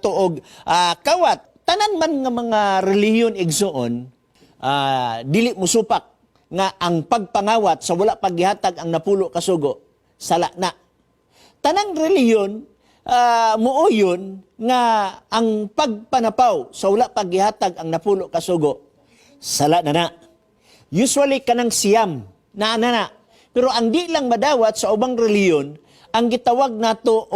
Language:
Cebuano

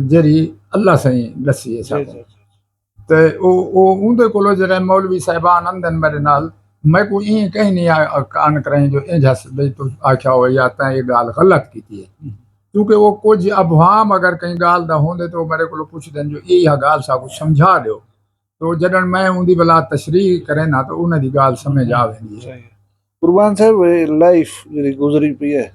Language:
Saraiki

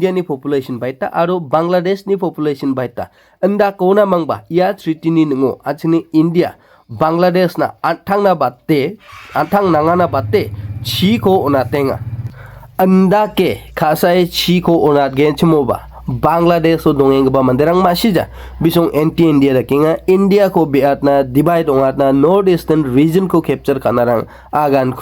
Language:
Garo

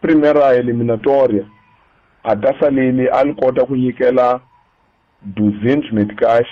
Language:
Tsonga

